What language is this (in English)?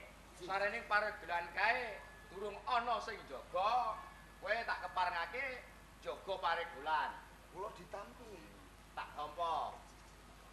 Javanese